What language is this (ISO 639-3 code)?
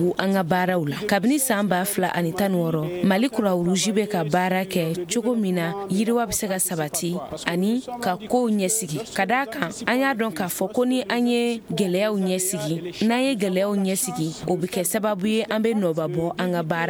bam